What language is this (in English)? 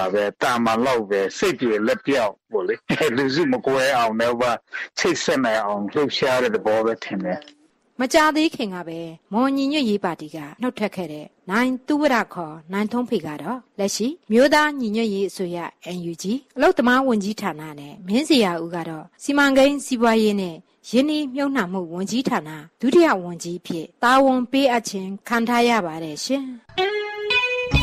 Burmese